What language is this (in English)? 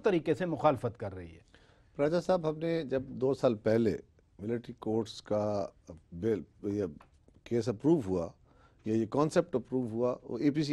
Urdu